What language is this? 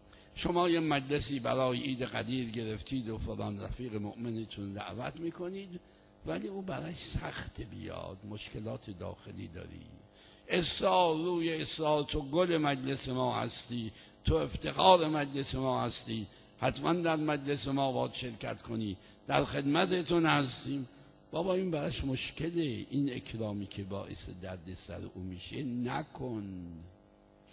Persian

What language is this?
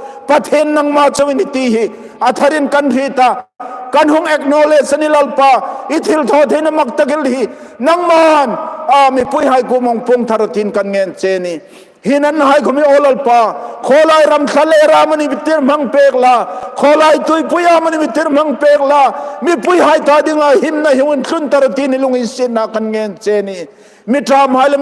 Hmar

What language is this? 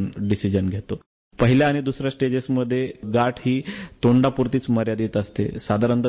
Marathi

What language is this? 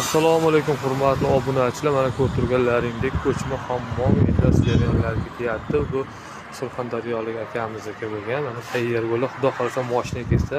Uzbek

